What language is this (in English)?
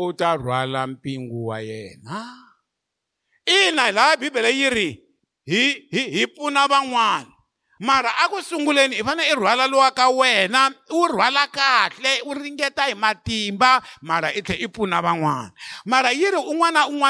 Tsonga